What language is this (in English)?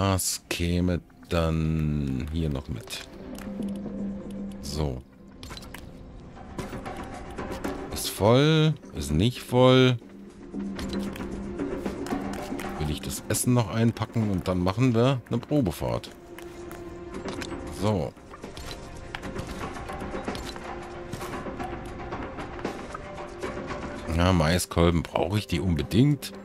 German